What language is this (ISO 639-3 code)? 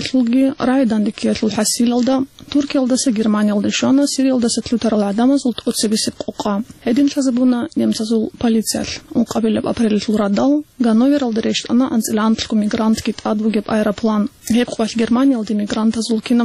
ava